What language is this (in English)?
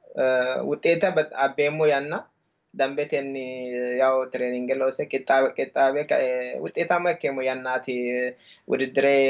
Sidamo